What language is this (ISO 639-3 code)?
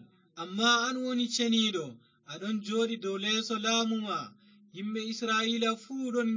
ful